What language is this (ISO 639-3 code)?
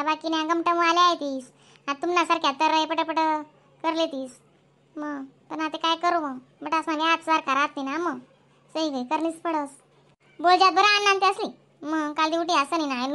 khn